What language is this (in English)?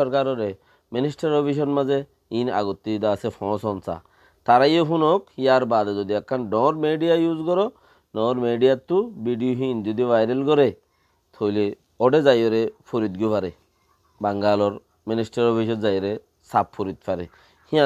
Rohingya